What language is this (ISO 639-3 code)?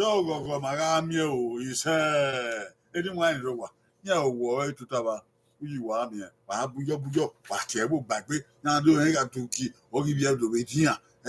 bin